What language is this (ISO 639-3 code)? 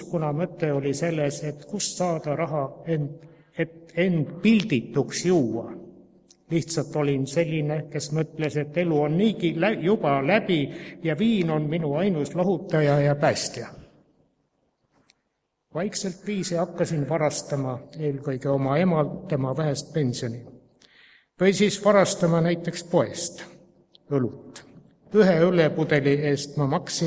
est